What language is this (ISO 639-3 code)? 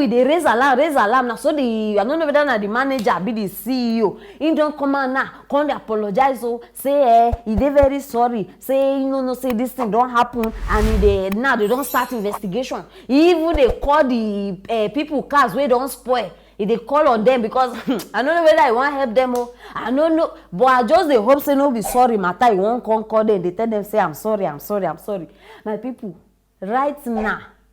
pcm